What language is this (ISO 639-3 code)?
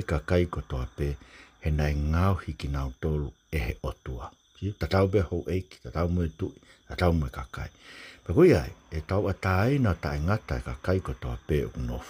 ton